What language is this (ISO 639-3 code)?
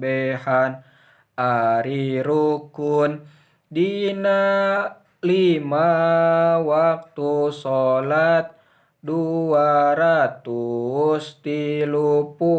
sun